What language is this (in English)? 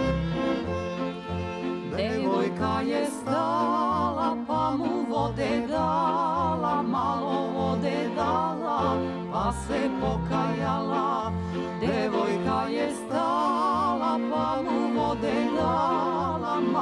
Serbian